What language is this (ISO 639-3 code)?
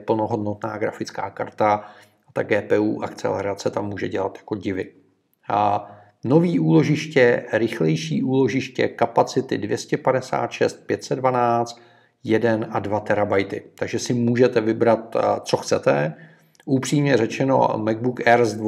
ces